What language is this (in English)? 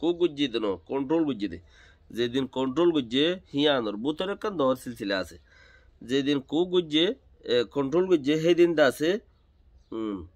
Rohingya